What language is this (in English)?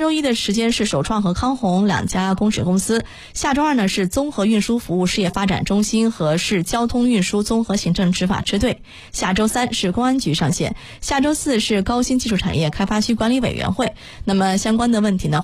Chinese